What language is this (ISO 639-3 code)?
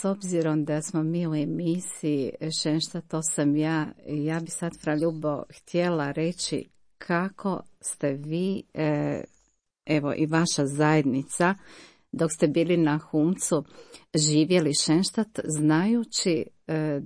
hrv